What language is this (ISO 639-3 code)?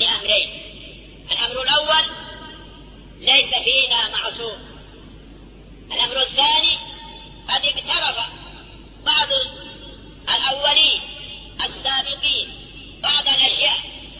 ara